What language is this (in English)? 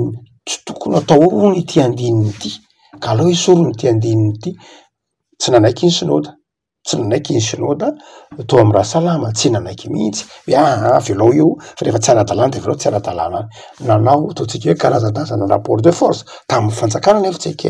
Malagasy